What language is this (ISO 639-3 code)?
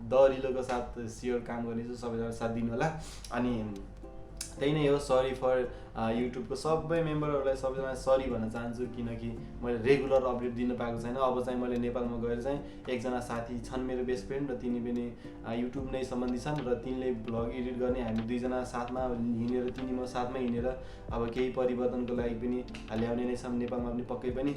nep